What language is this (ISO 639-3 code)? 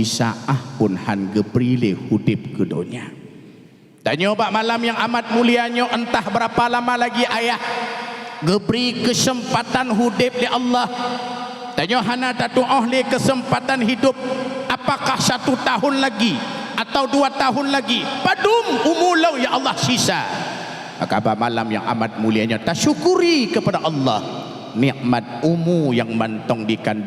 ace